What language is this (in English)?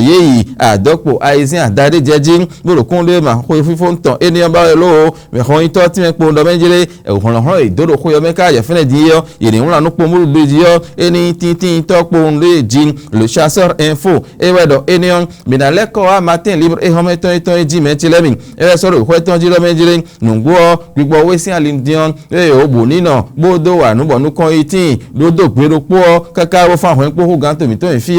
Fon